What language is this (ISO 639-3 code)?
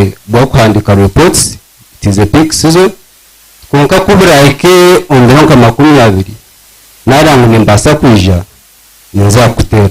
nyn